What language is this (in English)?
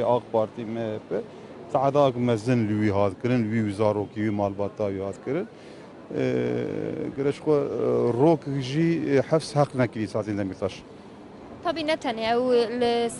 Kurdish